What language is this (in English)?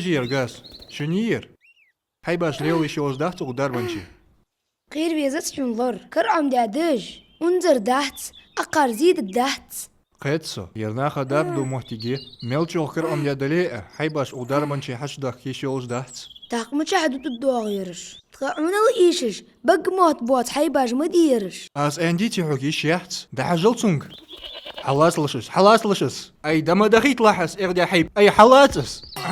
Ingush